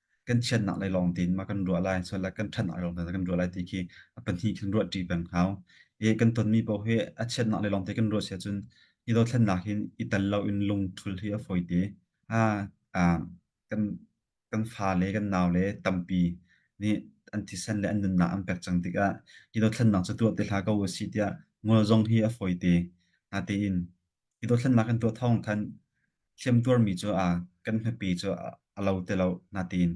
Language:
Hakha Chin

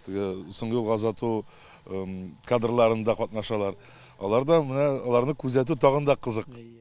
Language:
Tatar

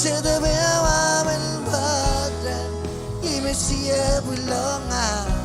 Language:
Marshallese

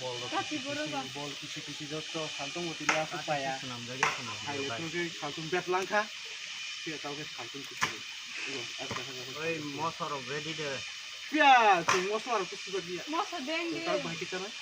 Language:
Kok Borok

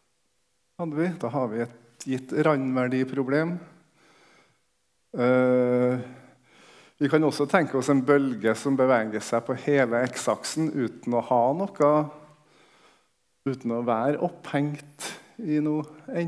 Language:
Norwegian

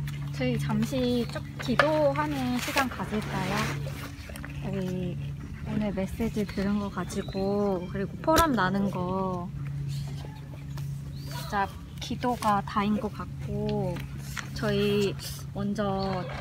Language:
Korean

